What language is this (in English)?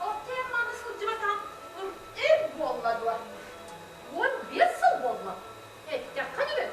Yakut